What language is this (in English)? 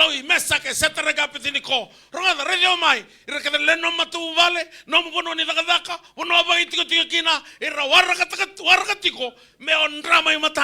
Fijian